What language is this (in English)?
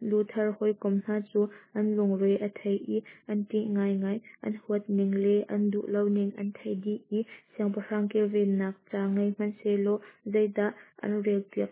Hakha Chin